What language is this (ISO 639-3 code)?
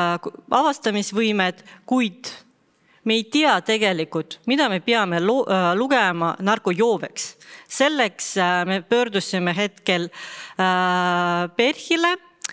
est